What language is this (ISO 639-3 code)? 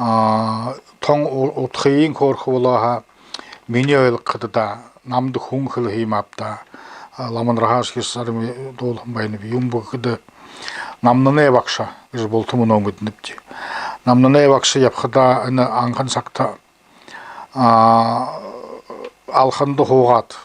bua